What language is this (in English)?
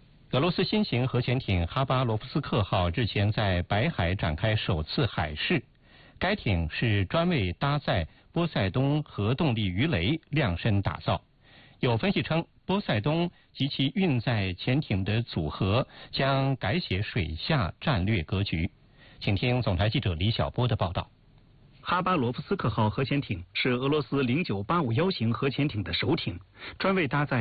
Chinese